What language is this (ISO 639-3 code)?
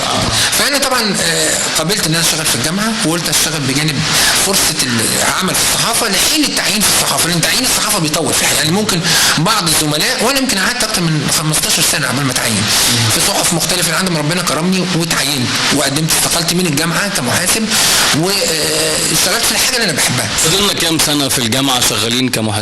arz